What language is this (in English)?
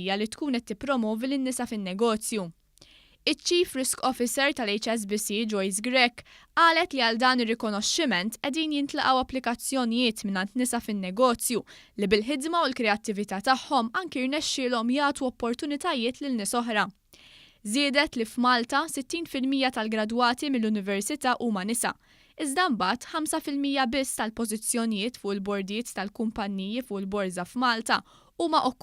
Maltese